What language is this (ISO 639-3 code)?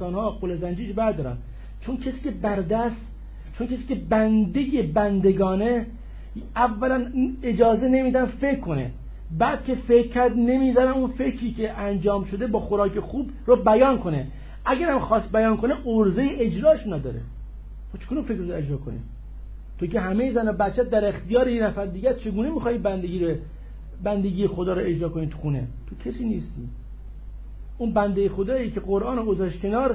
fas